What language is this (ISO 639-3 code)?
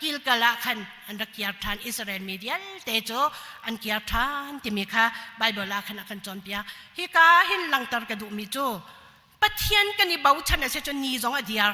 cnh